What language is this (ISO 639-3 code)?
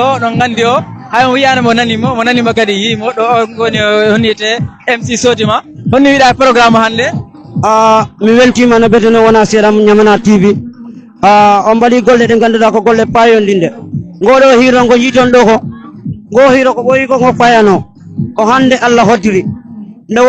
ful